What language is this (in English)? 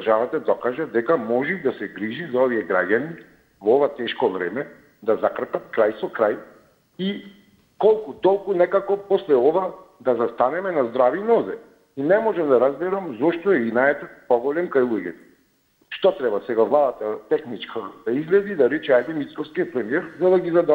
Macedonian